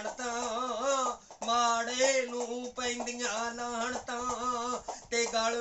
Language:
Punjabi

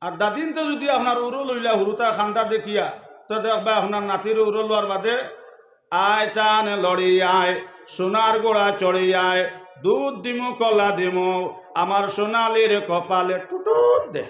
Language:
Sylheti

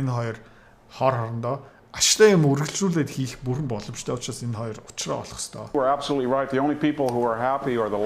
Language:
Mongolian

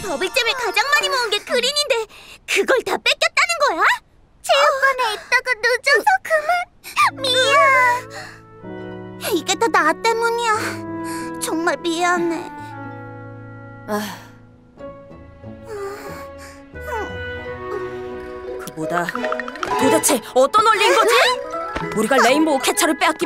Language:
Korean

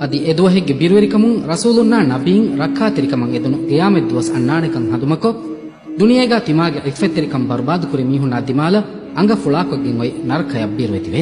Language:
Divehi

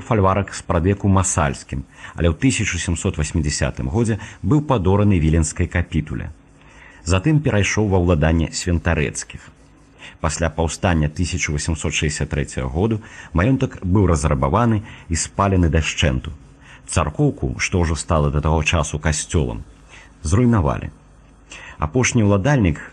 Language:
Belarusian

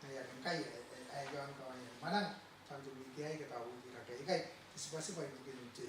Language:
Gilbertese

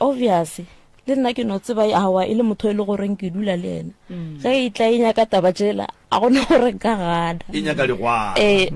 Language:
Northern Sotho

